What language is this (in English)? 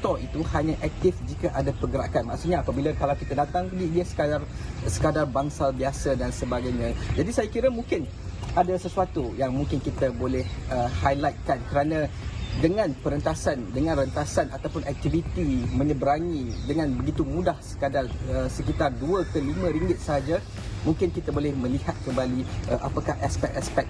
Malay